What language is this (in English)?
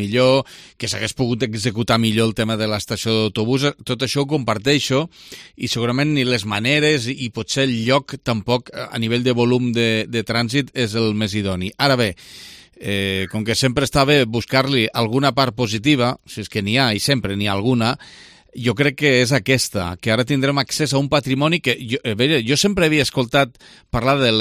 Catalan